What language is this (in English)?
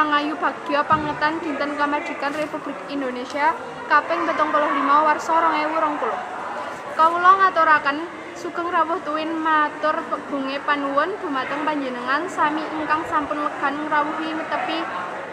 Javanese